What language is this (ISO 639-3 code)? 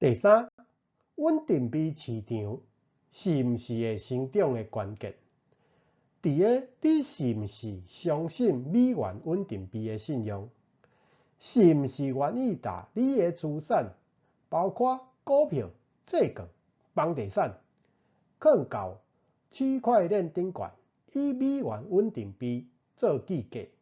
nan